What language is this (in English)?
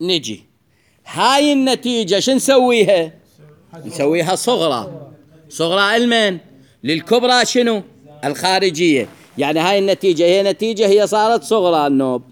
Mesopotamian Arabic